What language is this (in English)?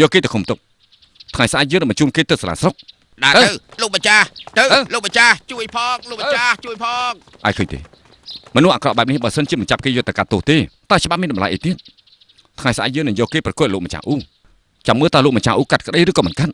Khmer